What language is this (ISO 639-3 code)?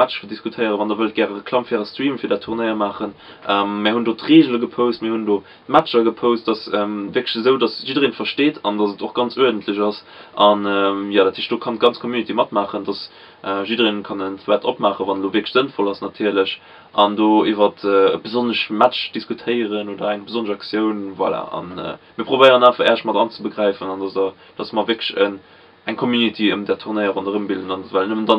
ltz